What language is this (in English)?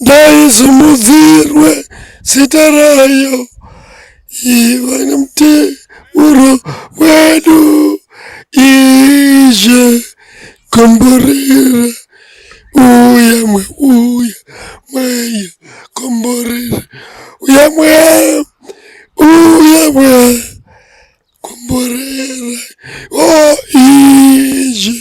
Shona